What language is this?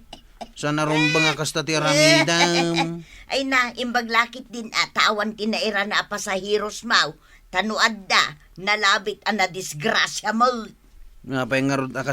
Iloko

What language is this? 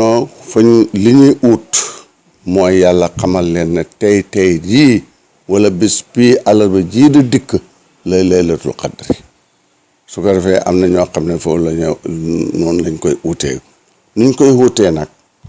Wolof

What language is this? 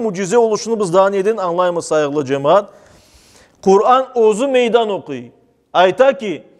Crimean Tatar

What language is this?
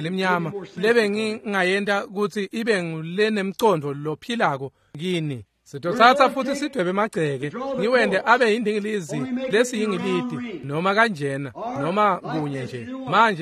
Swati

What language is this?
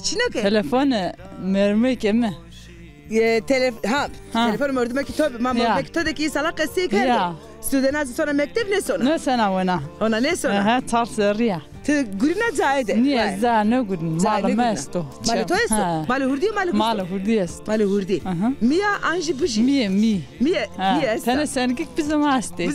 Zaza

